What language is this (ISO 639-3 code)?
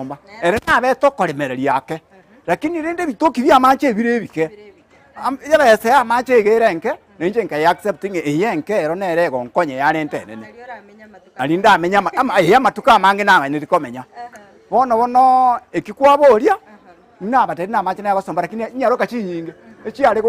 guz